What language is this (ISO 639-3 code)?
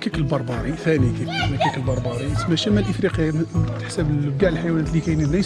arq